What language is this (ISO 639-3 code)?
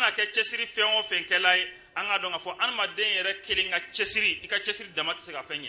bam